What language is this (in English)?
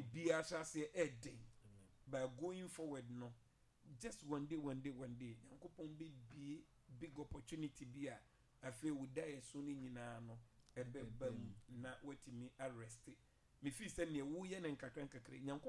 Akan